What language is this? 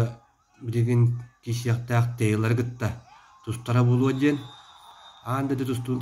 Yakut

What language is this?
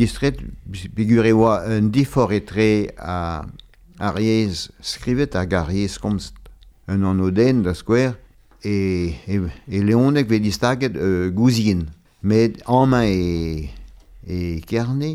Breton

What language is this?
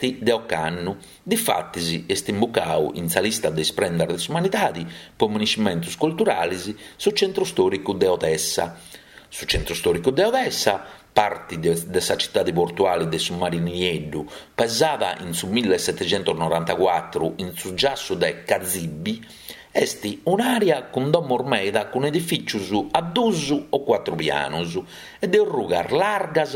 Sardinian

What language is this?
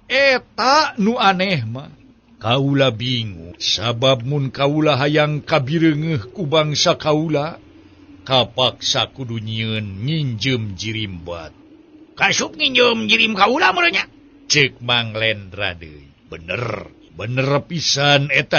Sundanese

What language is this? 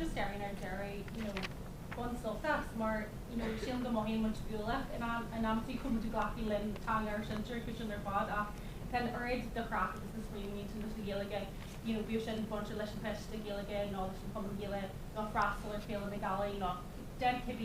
Irish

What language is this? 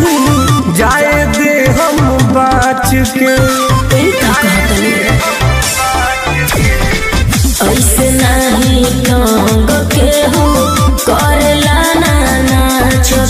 Bhojpuri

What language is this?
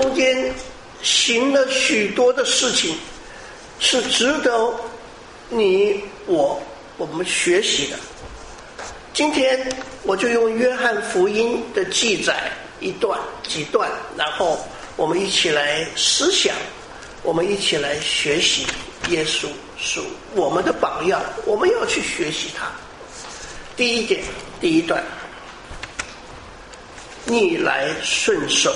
Chinese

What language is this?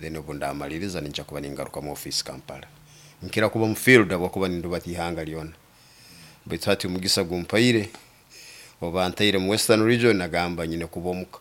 Nyoro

